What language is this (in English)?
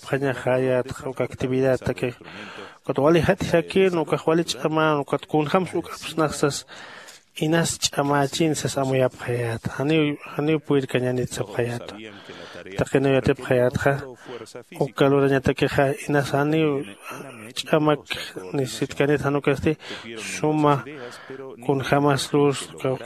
Aymara